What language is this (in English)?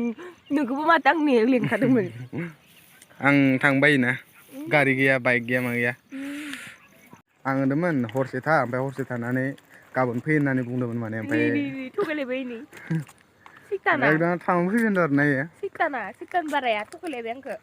Bodo